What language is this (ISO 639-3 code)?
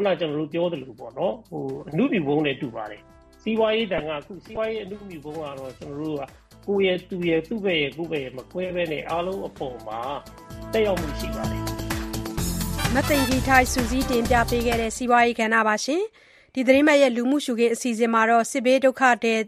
mya